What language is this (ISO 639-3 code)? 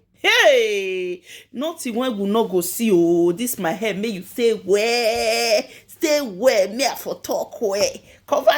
pcm